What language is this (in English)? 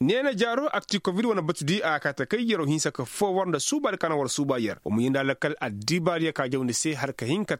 Koyraboro Senni